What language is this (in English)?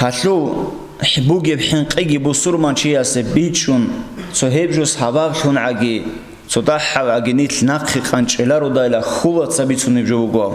Avaric